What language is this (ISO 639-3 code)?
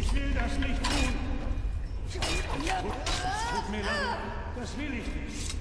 gsw